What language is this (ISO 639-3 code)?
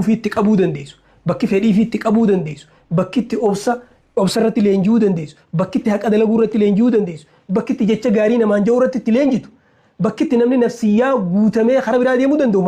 orm